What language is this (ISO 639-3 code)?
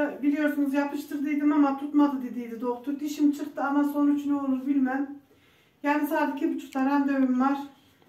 tur